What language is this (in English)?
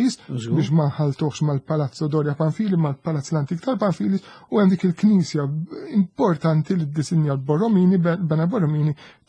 Maltese